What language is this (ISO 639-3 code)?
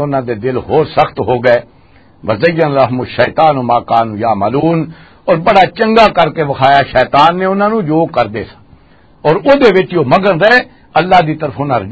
lah